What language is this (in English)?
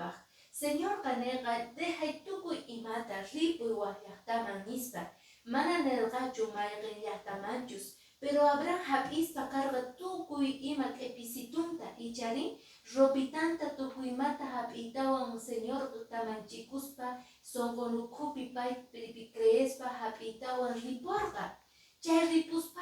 Quechua